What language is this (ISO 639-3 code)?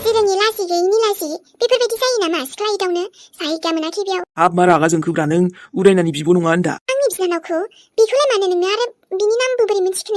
brx